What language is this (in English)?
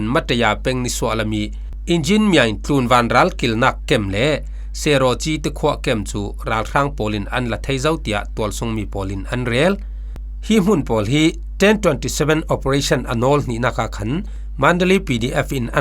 Falam Chin